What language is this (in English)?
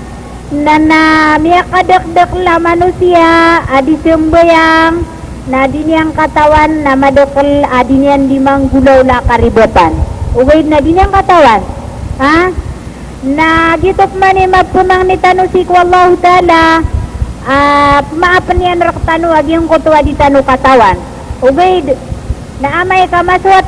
Maranao